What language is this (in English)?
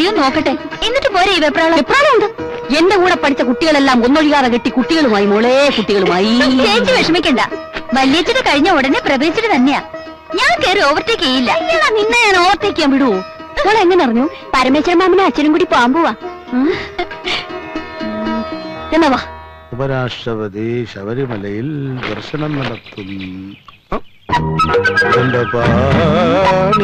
Malayalam